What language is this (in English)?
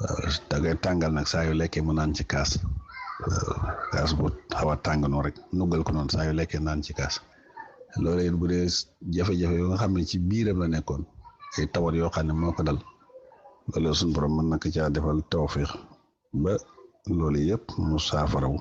Wolof